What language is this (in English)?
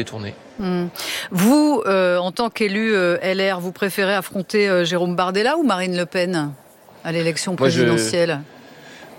French